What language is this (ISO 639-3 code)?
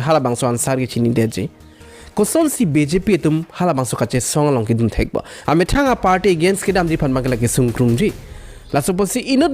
mjw